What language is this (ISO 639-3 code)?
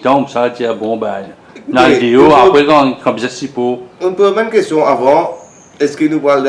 mfe